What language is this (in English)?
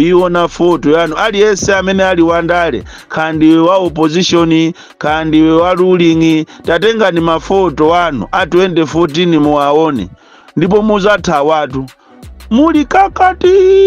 Nyanja